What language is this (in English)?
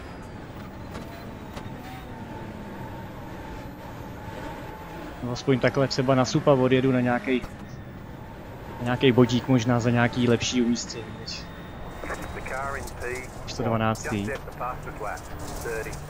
Czech